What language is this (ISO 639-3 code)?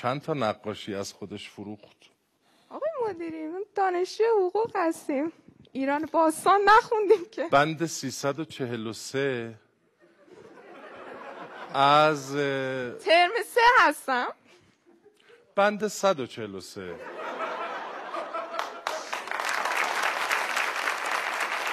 fas